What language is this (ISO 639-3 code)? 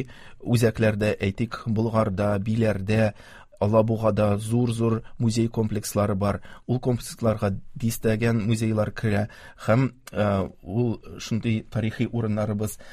tat